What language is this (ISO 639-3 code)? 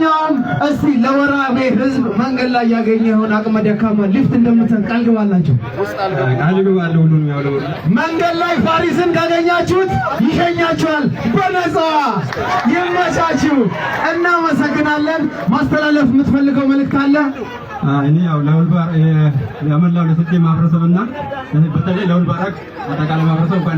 amh